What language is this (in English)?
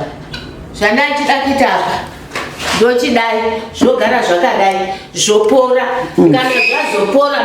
Shona